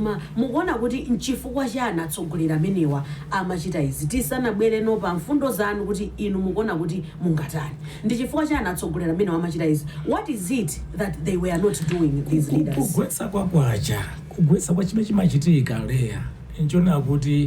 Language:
Nyanja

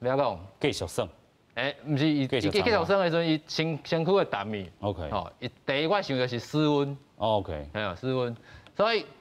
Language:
Min Nan Chinese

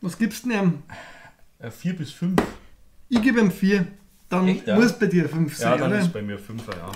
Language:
Bavarian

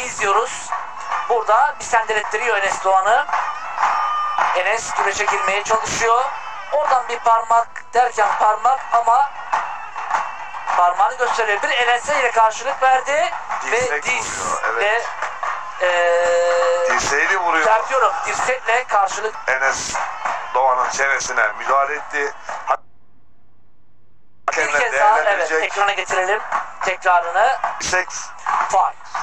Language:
Turkish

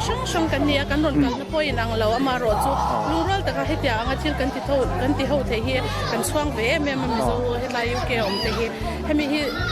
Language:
Mizo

